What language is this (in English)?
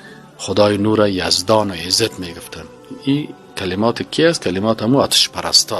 Persian